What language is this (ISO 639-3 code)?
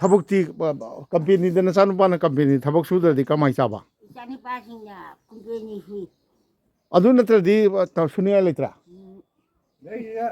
mni